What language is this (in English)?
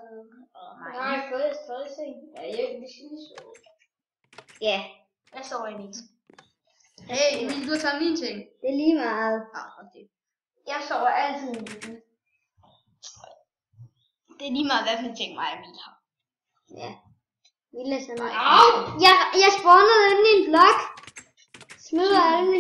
Danish